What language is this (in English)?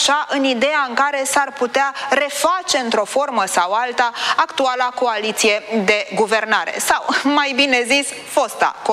Romanian